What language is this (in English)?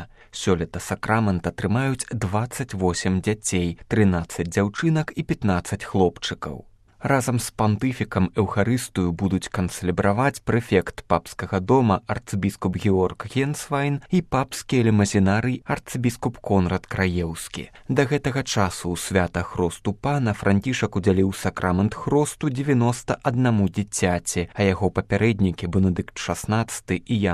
Belarusian